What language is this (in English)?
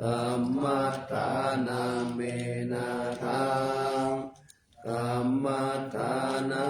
Pali